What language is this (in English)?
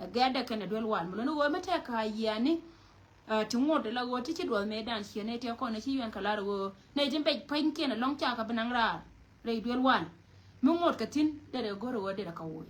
Nuer